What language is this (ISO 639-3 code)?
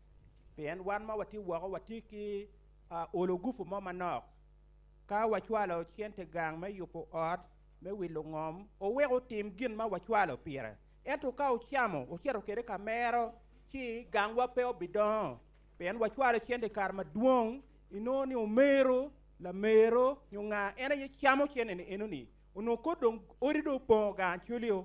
ach